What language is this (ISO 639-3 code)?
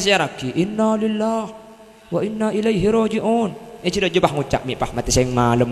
mad